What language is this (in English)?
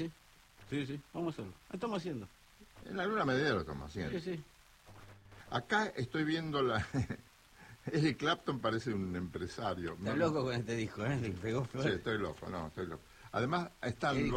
Spanish